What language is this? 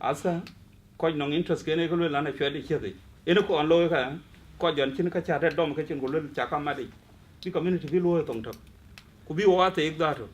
Dinka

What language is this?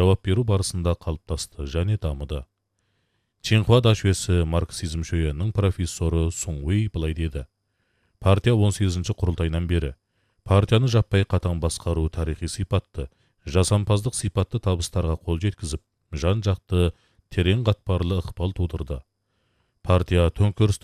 Kazakh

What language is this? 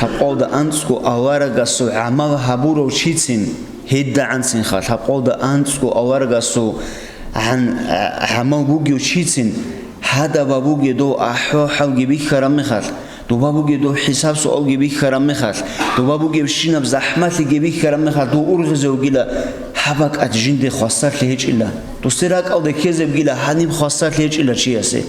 Avaric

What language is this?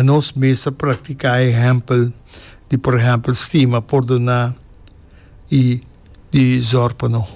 Papiamento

